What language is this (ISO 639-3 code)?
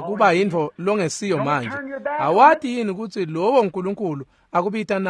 ssw